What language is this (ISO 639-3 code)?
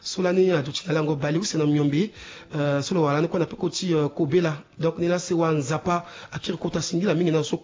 sag